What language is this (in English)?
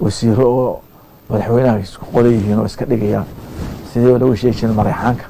Somali